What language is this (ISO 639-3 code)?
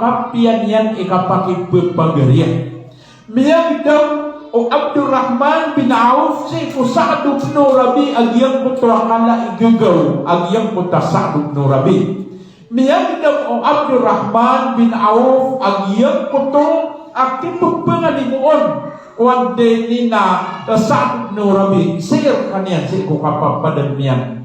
mrw